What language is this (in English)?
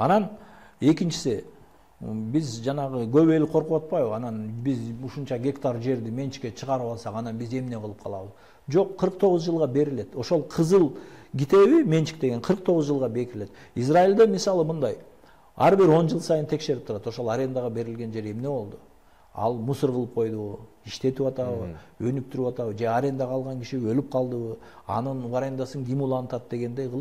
Kyrgyz